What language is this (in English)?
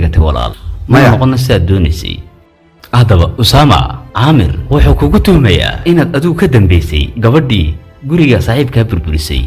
Somali